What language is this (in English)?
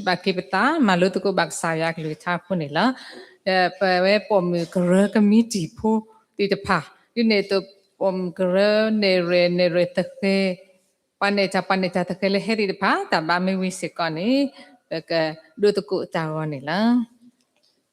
S'gaw Karen